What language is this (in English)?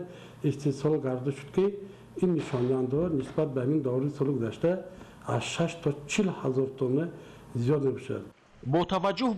Tajik